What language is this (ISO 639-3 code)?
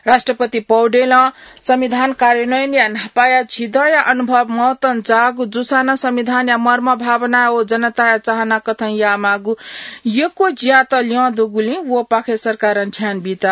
new